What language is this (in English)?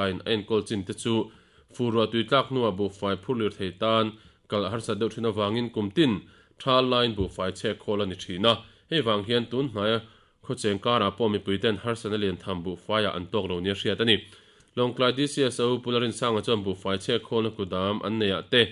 Mizo